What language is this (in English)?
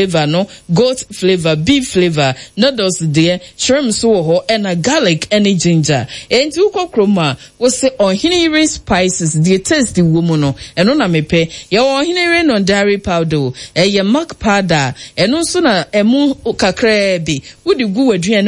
Akan